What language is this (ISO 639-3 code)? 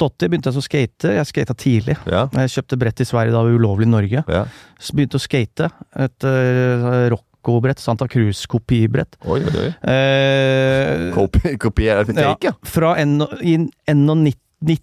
nor